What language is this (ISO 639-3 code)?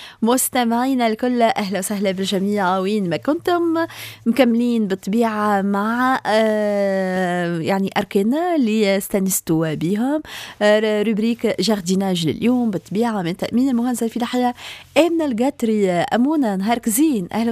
aeb